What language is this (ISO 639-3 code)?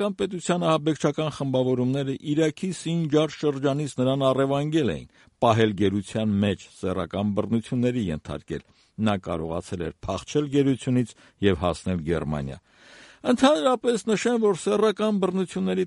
hye